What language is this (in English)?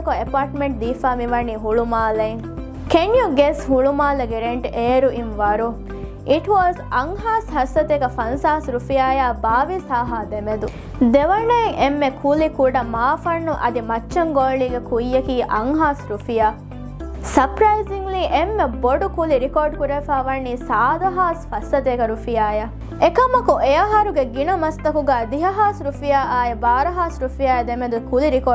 Divehi